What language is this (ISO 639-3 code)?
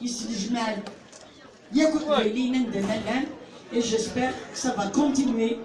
kab